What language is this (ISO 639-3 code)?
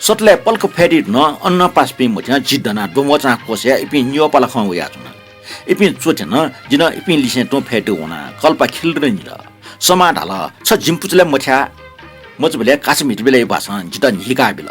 new